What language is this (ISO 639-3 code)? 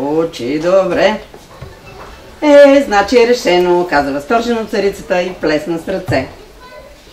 bul